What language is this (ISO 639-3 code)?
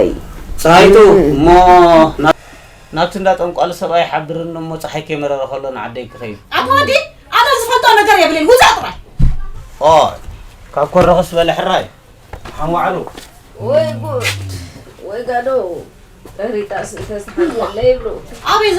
tir